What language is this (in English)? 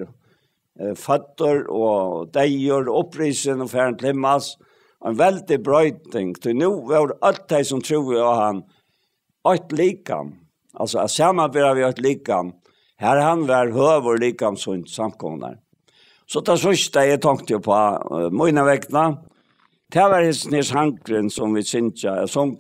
Faroese